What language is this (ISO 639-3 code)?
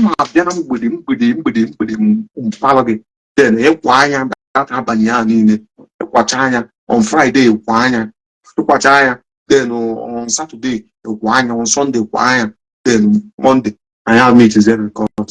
ibo